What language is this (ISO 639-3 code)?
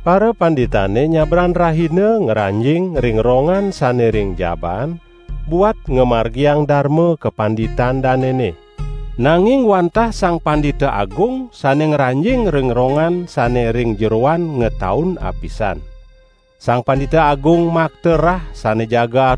ban